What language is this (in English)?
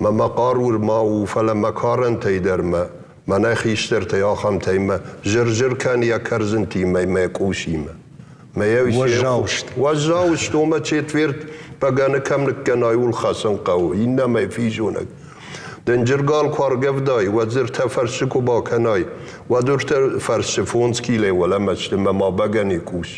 Ossetic